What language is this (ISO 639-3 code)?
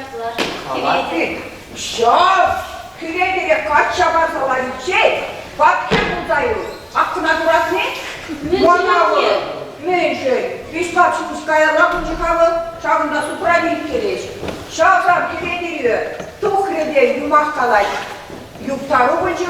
chv